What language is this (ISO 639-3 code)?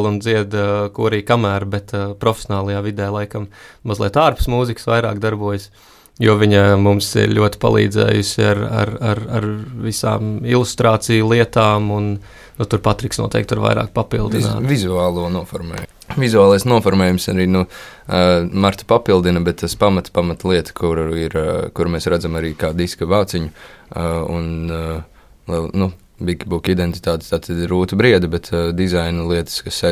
lav